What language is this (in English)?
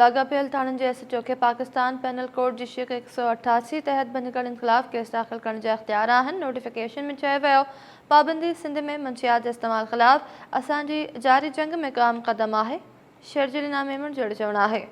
Sindhi